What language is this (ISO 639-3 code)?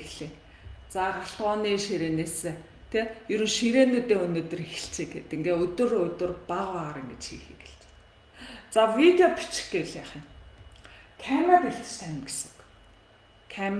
mon